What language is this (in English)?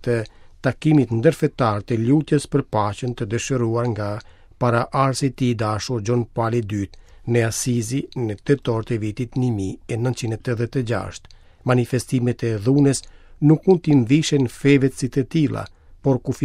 Albanian